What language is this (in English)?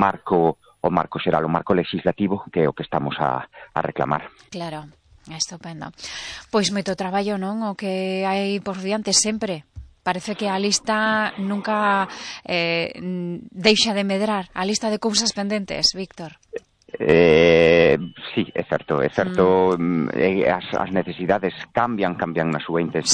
Galician